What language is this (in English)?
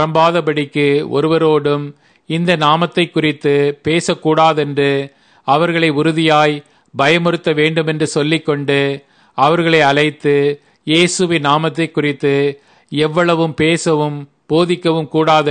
Tamil